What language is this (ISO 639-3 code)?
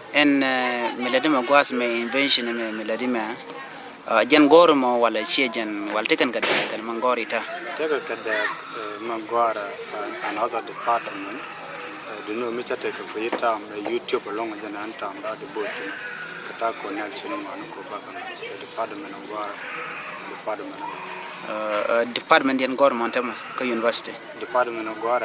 nus